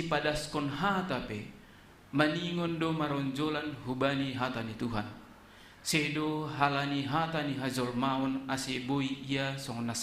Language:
Batak Simalungun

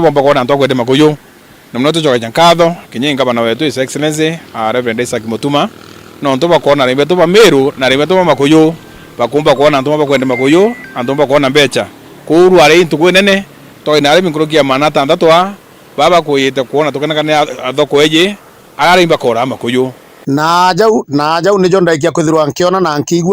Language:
Meru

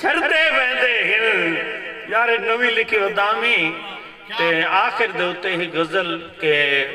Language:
Saraiki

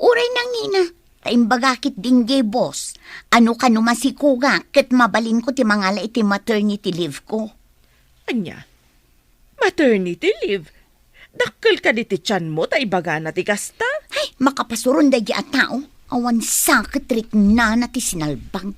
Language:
Iloko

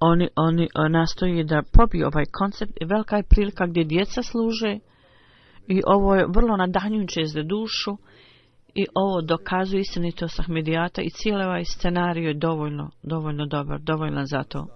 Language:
Bosnian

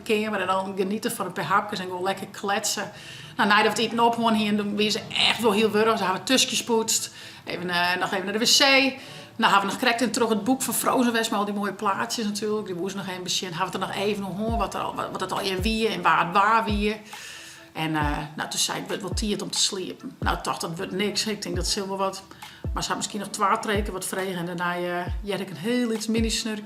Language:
Western Frisian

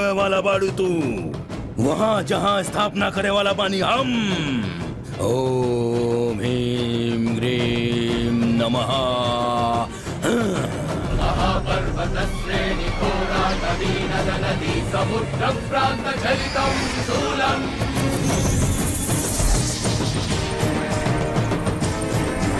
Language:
Bhojpuri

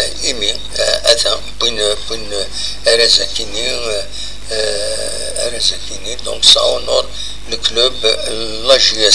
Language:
Kabyle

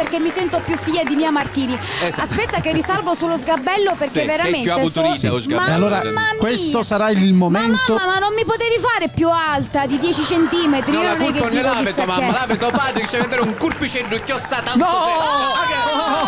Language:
Italian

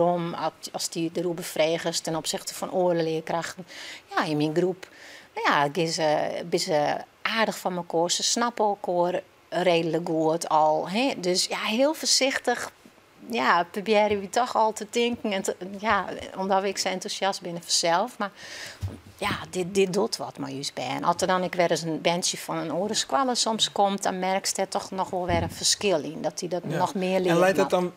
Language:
Western Frisian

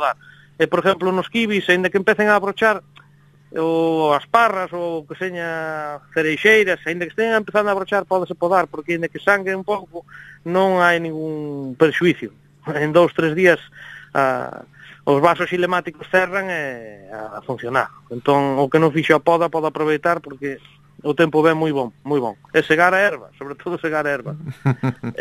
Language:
Galician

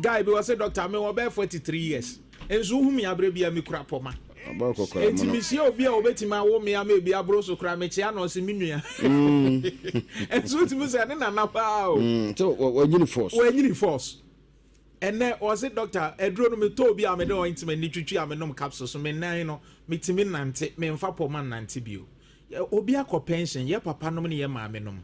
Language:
Akan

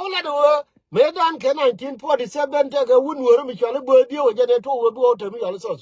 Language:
Nuer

